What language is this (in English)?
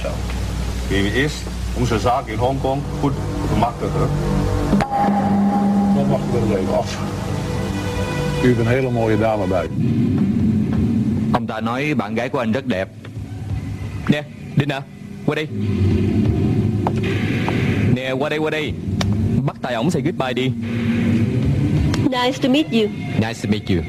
Vietnamese